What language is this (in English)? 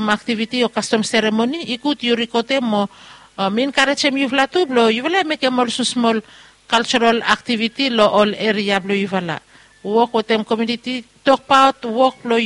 Bislama